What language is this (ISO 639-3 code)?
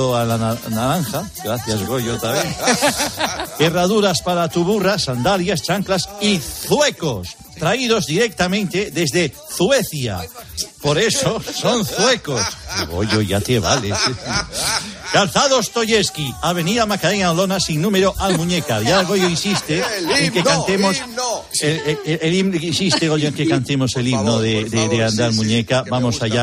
spa